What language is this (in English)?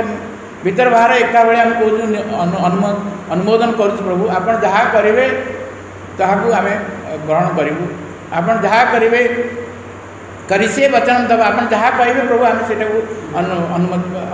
Odia